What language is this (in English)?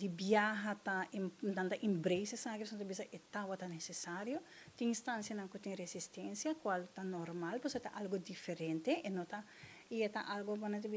Papiamento